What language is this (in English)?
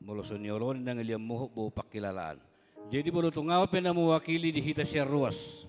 Batak Toba